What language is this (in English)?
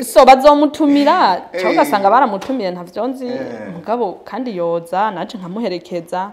Rundi